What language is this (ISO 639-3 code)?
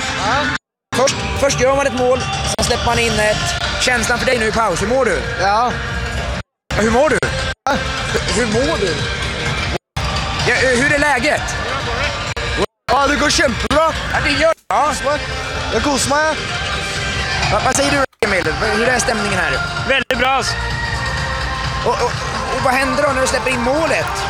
swe